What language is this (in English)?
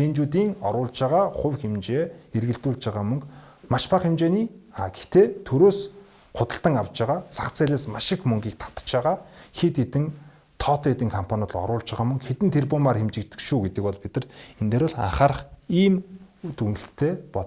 Mongolian